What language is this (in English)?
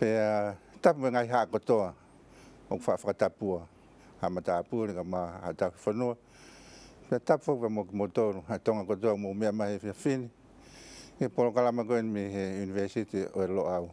Tongan